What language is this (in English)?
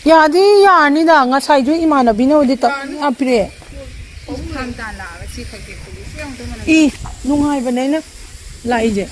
Manipuri